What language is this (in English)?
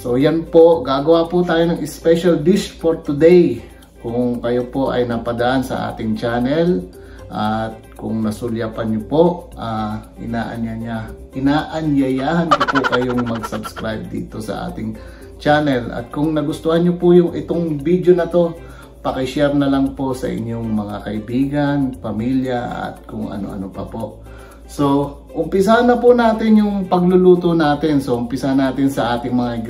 Filipino